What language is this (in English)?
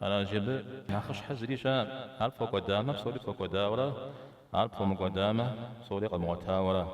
Kabardian